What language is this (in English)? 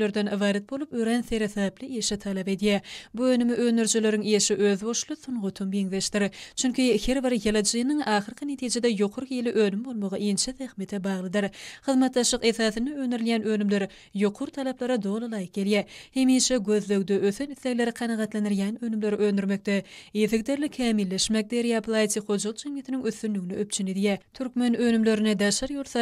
Turkmen